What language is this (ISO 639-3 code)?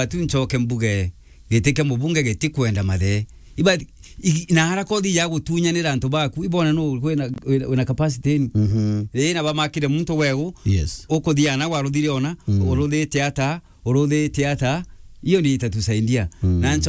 mer